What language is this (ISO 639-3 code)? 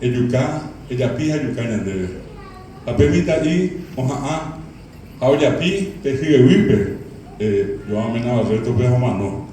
grn